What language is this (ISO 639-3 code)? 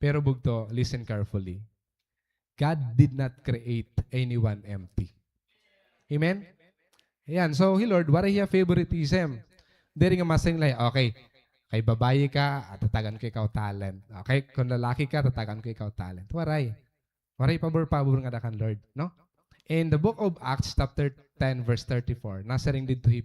war